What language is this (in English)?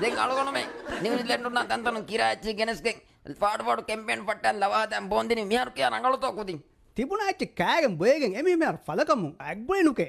Divehi